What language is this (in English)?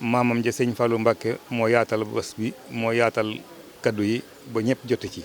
Wolof